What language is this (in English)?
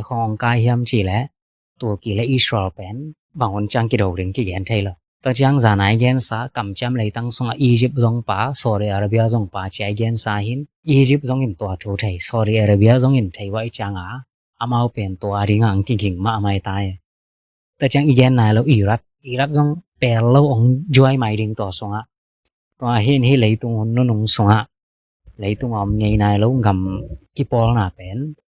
Tedim Chin